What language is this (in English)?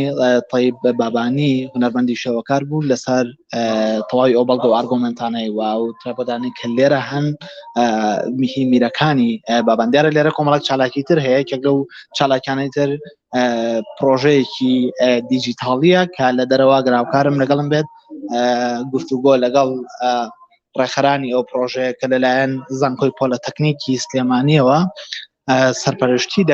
Central Kurdish